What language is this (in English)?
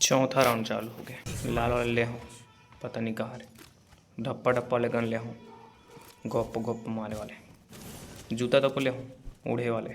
Chhattisgarhi